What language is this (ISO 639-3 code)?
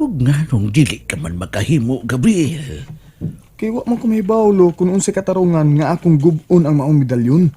ceb